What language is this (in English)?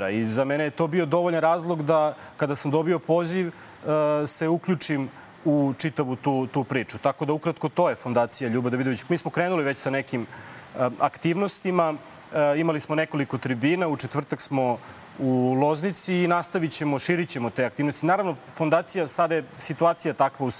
Serbian